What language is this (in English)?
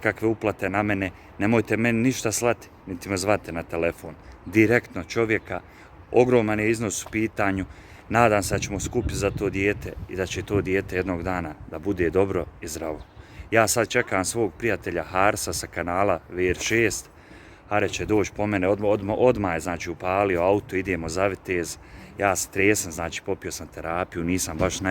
Bosnian